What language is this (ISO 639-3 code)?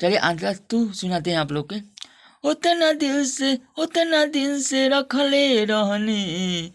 bho